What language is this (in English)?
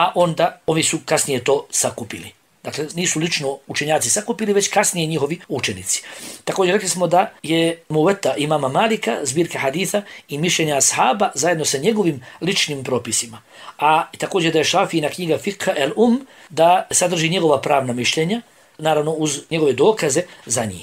Bosnian